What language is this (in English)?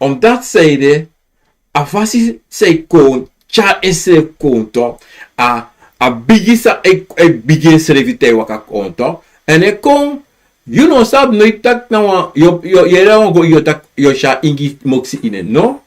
Sranan Tongo